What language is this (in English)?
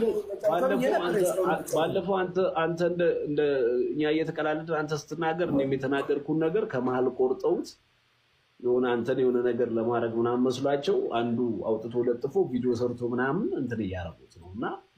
Amharic